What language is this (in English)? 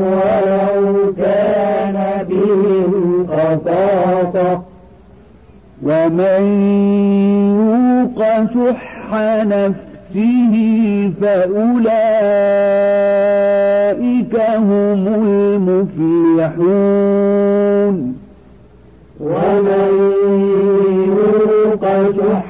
Arabic